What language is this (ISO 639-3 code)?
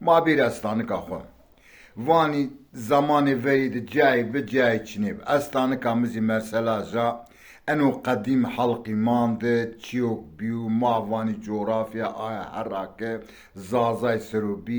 zza